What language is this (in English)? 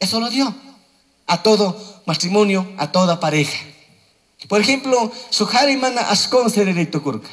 Chimborazo Highland Quichua